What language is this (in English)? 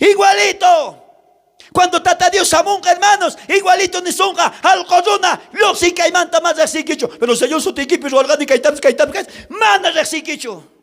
South Bolivian Quechua